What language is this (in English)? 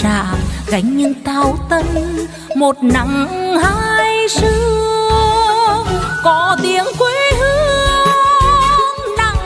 Vietnamese